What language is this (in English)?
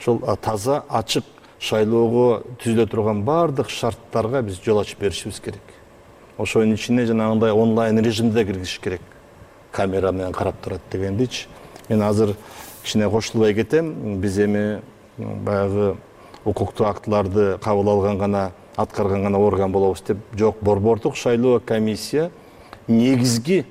Kyrgyz